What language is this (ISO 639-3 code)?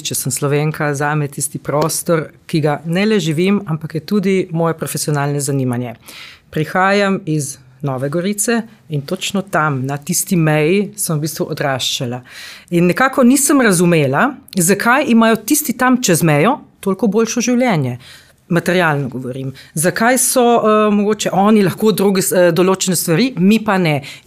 slv